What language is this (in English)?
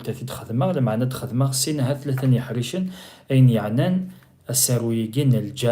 Kabyle